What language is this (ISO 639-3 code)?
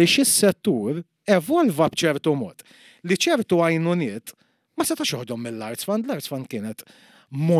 mlt